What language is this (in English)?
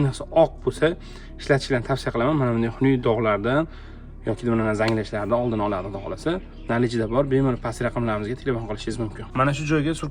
Uzbek